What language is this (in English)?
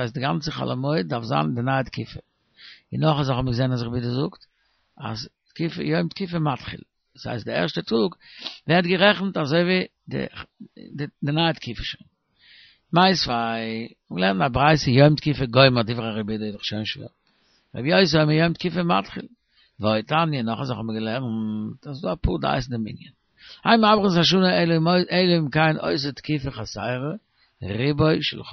Yiddish